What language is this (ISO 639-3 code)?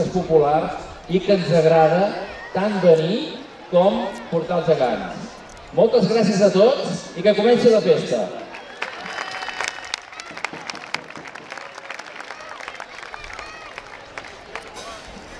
cat